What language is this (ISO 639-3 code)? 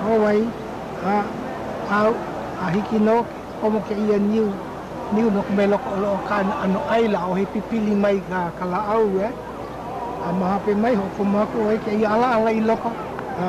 haw